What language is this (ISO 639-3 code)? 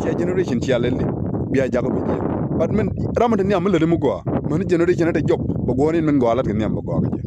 nus